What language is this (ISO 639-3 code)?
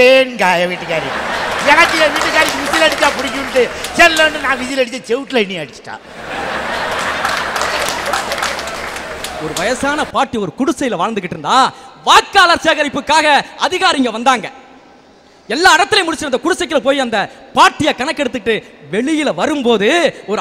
tam